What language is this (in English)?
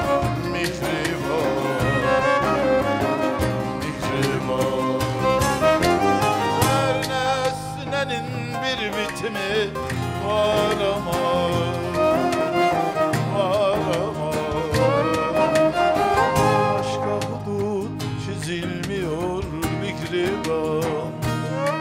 Turkish